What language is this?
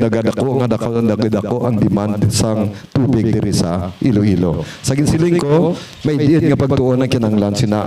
Hiligaynon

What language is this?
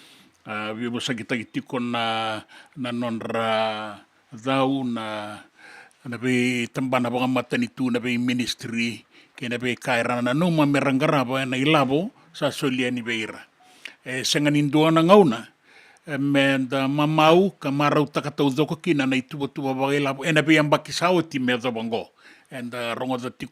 Fijian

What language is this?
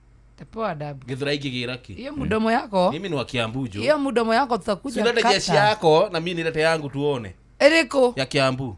Kikuyu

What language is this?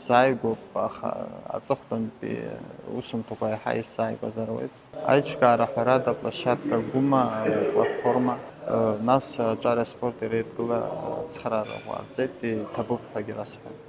Abkhazian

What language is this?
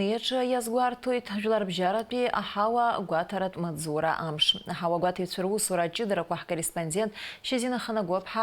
Abkhazian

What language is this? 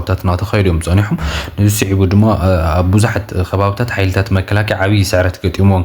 Tigrinya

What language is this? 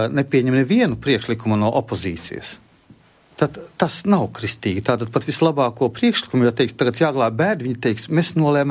Latvian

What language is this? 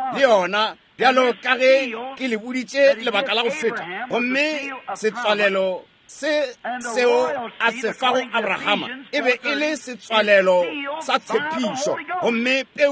Northern Sotho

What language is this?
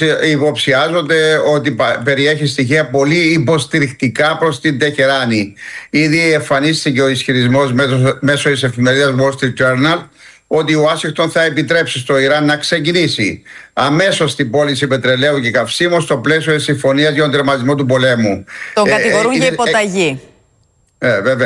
Greek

